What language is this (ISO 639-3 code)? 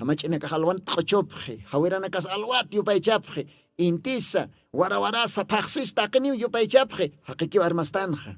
aym